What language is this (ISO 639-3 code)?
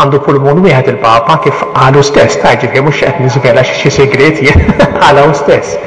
mlt